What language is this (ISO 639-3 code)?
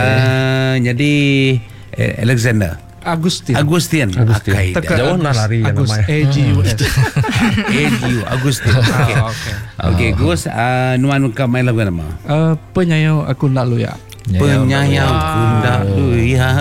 iba